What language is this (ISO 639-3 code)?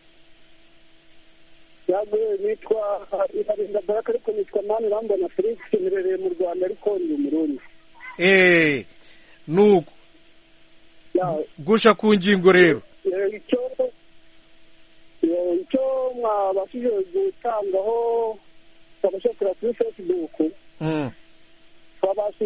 kin